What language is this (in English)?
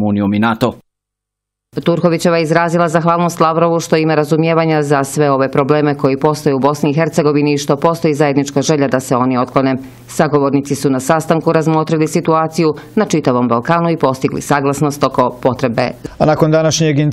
Bosnian